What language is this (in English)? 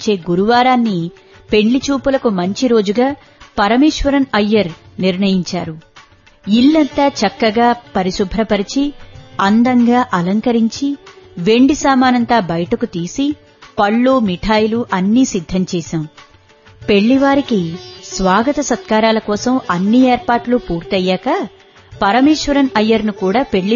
Telugu